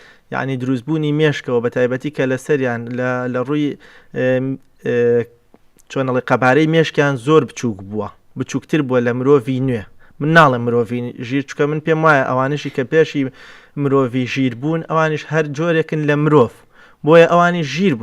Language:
Central Kurdish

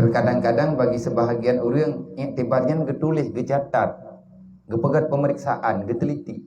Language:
Achinese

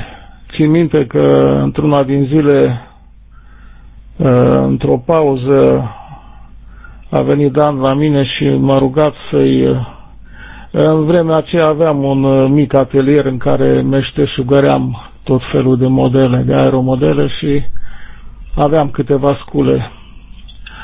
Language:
Romanian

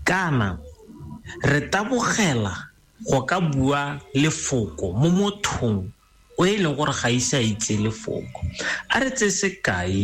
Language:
Tswana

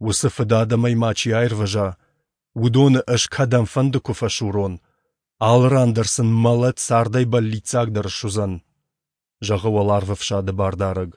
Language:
Ossetic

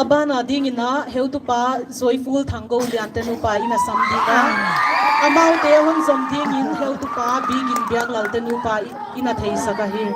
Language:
Paite Chin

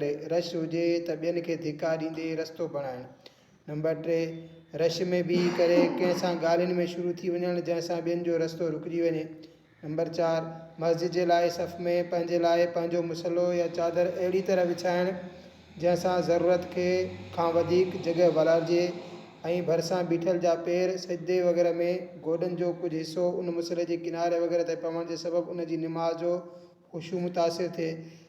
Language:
Sindhi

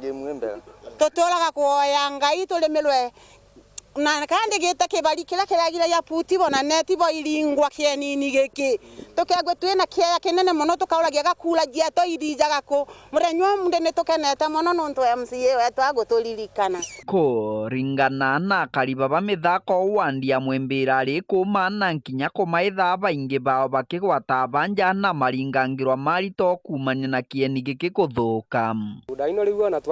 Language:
Meru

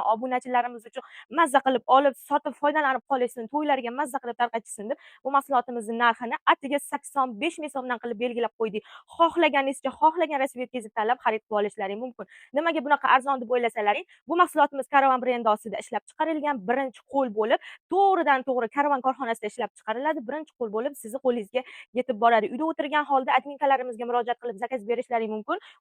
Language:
Uzbek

